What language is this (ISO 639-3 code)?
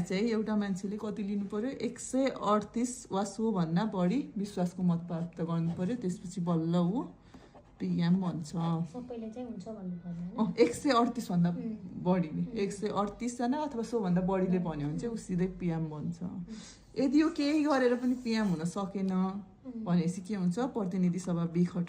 nep